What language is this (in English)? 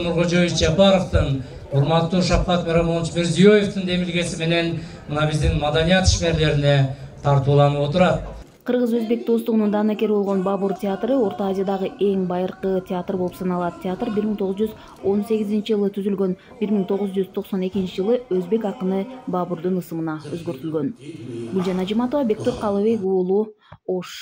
Kyrgyz